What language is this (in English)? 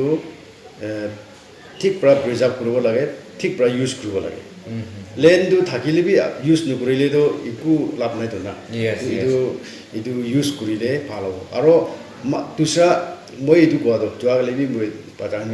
Naga Pidgin